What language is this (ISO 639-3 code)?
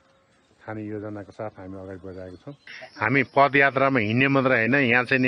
nep